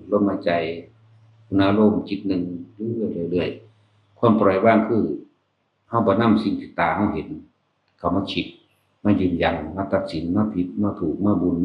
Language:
Northeastern Thai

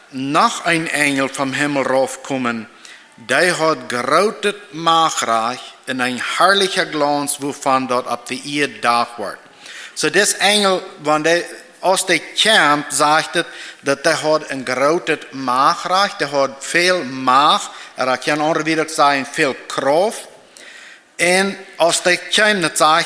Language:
Plautdietsch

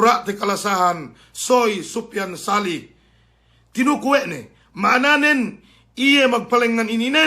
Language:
Yakan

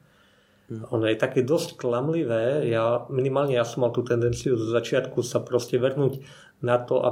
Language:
Slovak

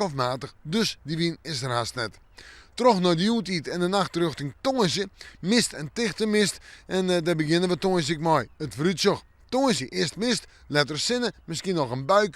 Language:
Western Frisian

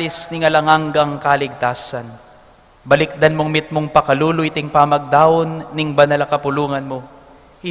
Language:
Pampanga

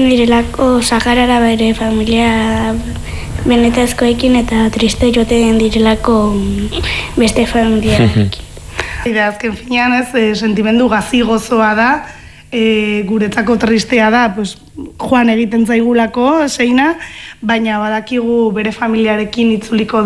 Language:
Basque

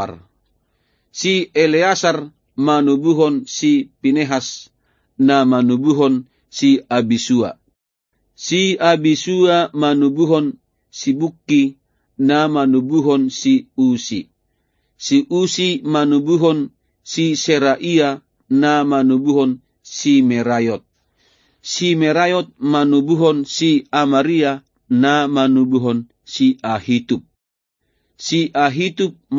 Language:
Batak Toba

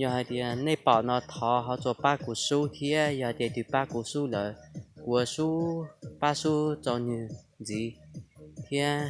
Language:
Hmong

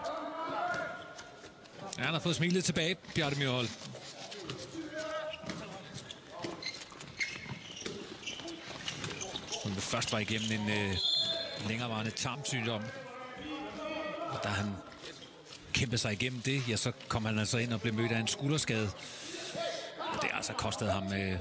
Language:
Danish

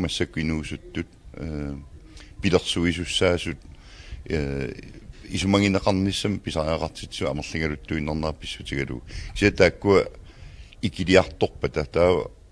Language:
Kalaallisut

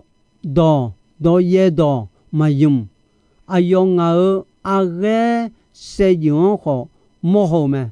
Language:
Akha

